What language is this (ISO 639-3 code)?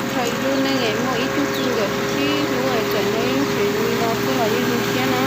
hmn